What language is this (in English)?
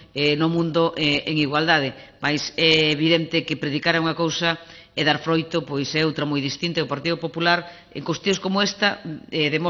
Galician